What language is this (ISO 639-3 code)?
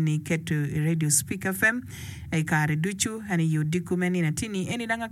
ach